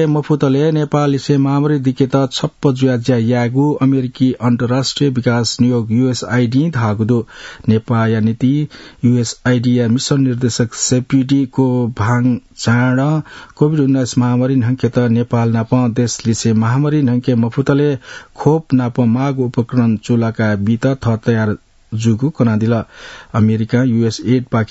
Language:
Newari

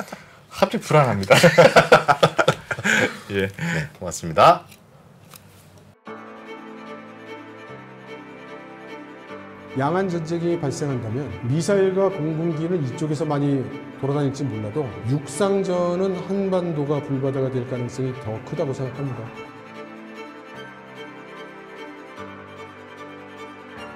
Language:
Korean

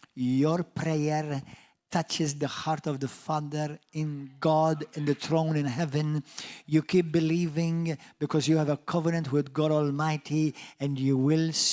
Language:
English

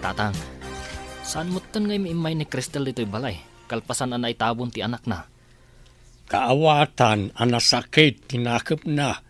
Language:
Iloko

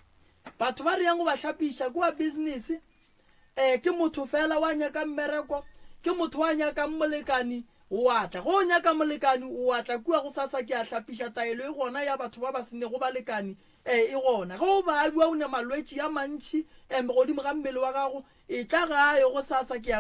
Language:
Northern Sotho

